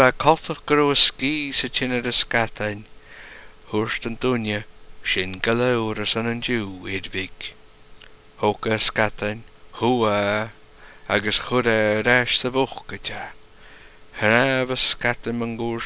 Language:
Scottish Gaelic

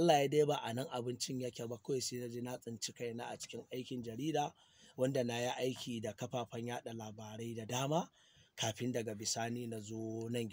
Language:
Hausa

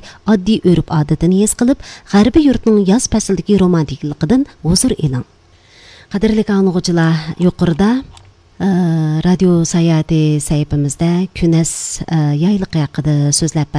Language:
Uyghur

